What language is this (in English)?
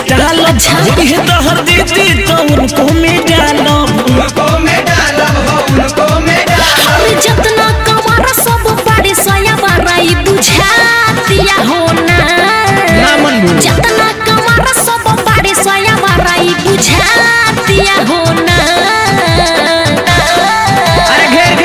Bhojpuri